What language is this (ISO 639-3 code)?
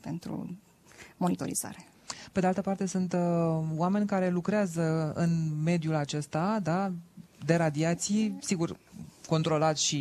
ron